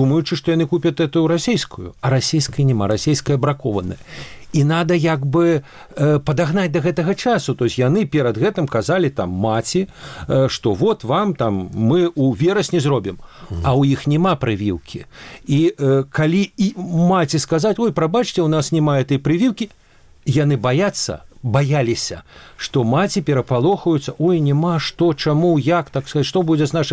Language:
Belarusian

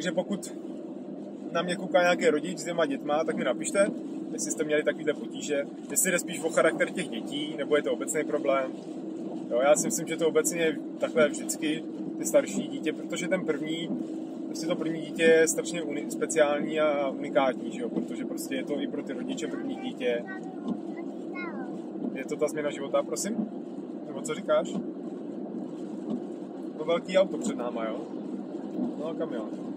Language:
Czech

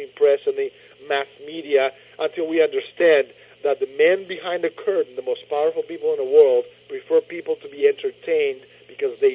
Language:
English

